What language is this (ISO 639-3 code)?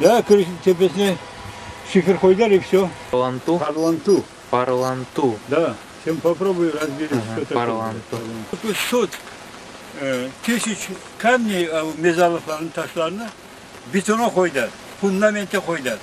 crh